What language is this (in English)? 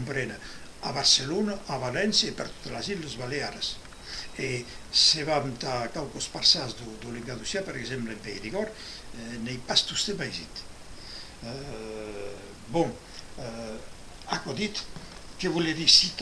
Occitan